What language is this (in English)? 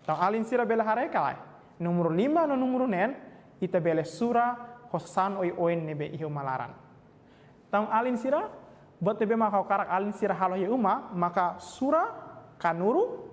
Tetum